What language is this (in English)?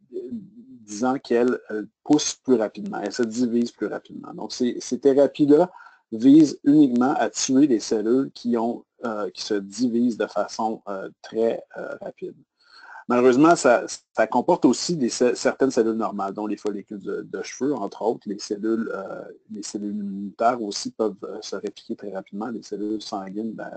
French